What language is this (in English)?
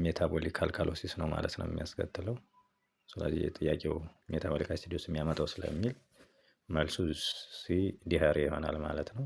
Amharic